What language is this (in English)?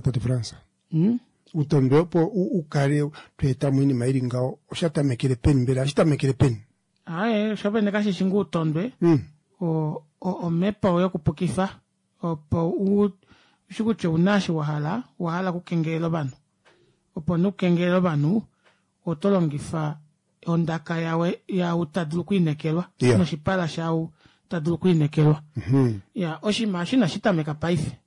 Kuanyama